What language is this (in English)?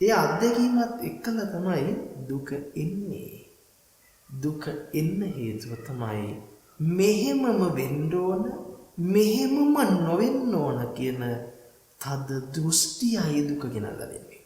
Sinhala